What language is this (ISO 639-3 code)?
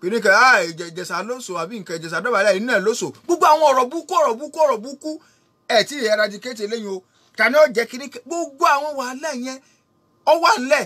yor